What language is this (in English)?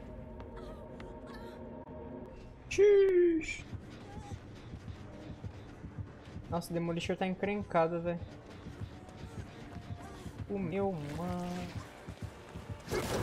Portuguese